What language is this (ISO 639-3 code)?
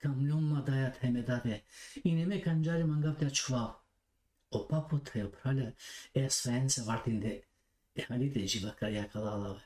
rmn